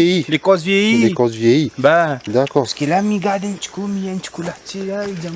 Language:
Réunion Creole French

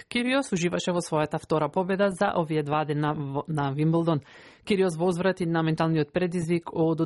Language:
Macedonian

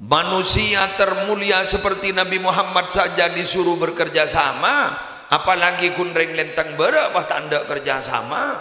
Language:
Madurese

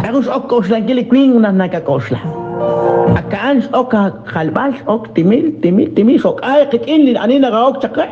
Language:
Kekchí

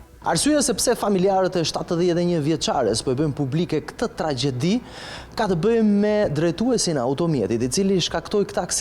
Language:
Albanian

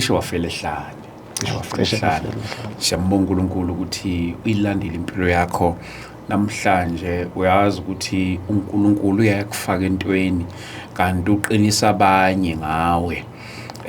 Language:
Zulu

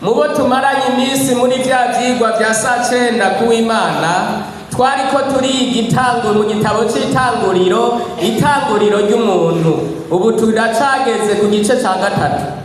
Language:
Rundi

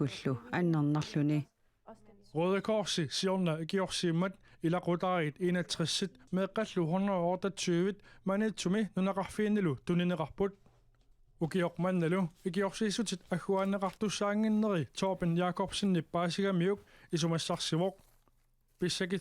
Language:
Kalaallisut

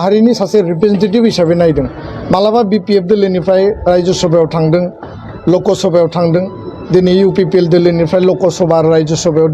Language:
Bodo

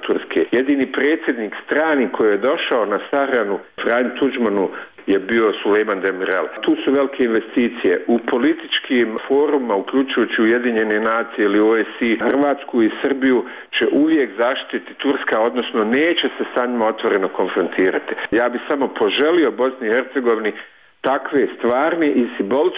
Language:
Bosnian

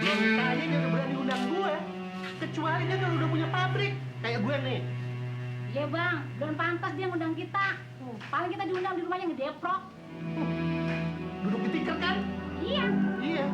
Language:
Betawi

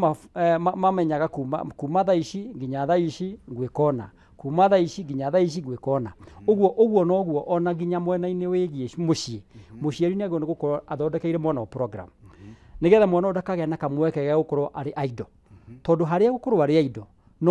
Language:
Kikuyu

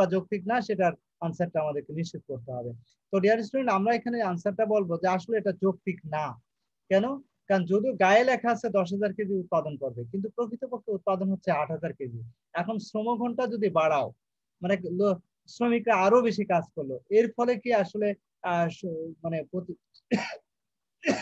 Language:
Bangla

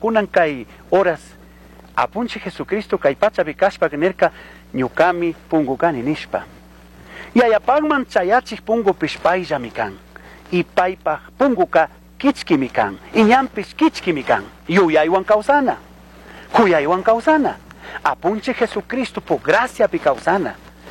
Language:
Chimborazo Highland Quichua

